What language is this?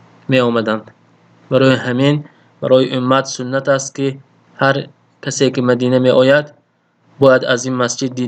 Tajik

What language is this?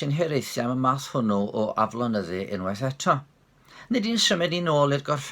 Welsh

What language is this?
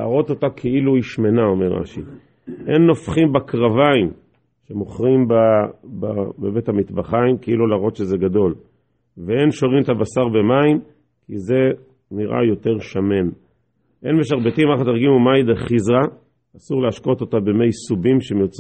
Hebrew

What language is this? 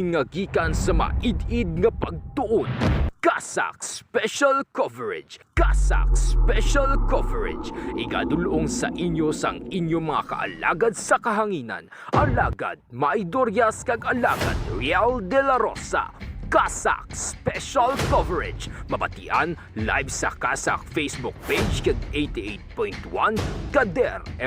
Hiligaynon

